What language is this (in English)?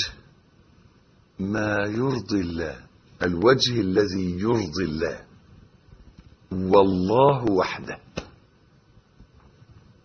Arabic